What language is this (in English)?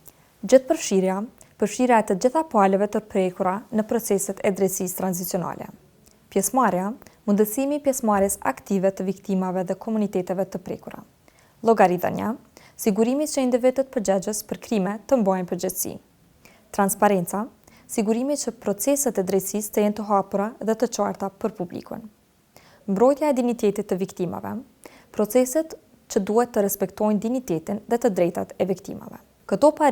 Albanian